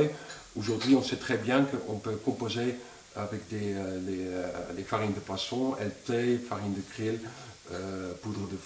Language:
French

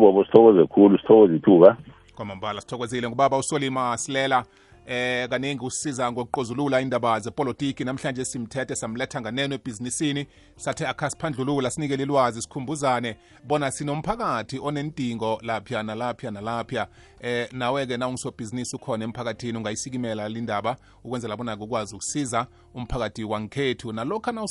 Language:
South Ndebele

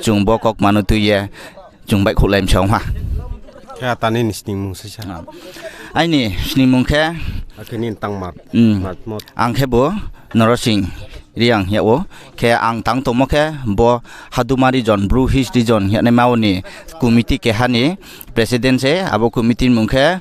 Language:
Riang (India)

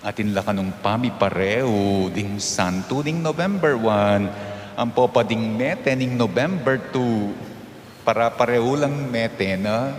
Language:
Pampanga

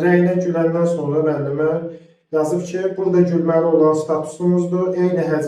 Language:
Azerbaijani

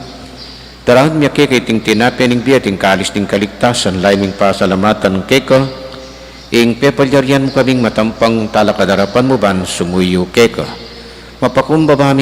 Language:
Pampanga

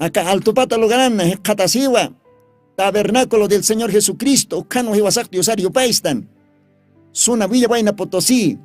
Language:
Aymara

